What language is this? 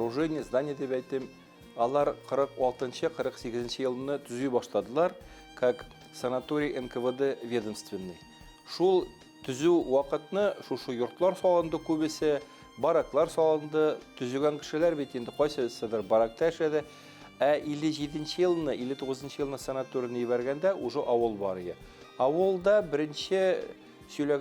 Bashkir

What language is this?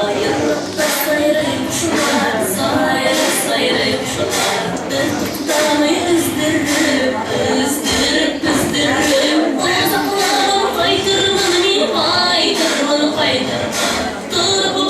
Bashkir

